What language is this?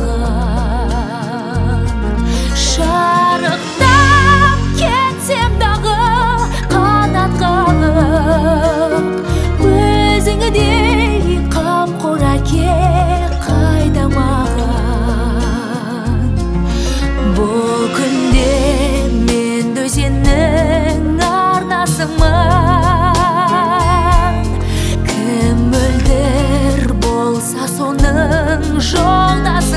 Kazakh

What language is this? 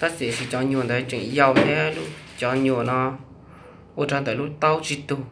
Hmong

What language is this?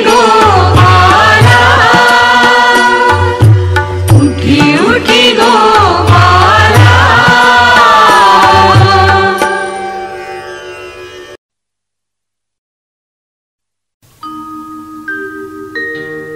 Marathi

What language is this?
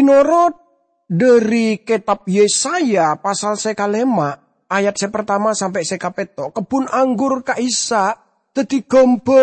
Madurese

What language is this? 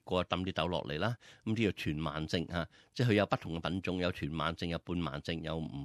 Cantonese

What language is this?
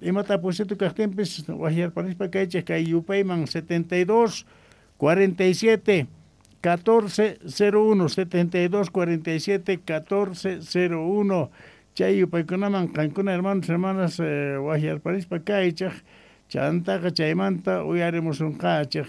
South Bolivian Quechua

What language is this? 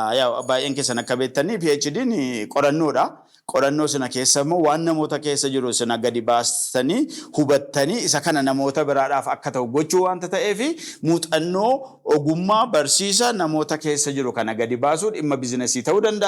Oromo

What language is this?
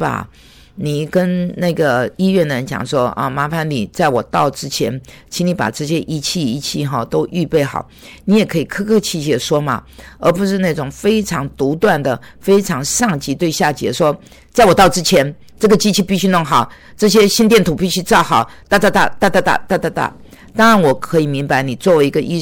Chinese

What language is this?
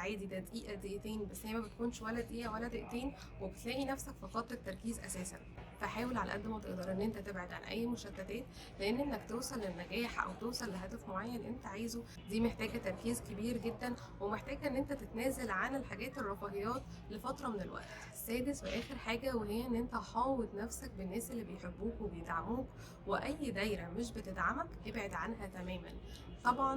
Egyptian Arabic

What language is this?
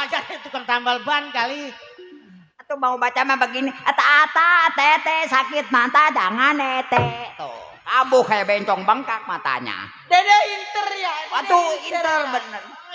Betawi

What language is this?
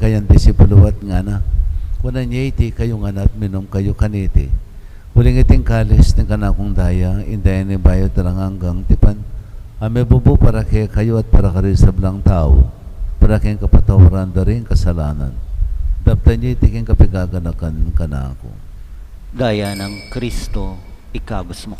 Pampanga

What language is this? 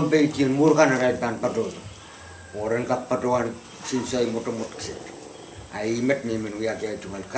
Pohnpeian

